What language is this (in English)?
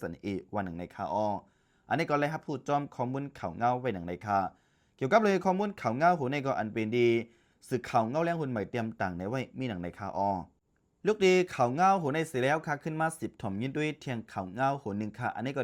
Shan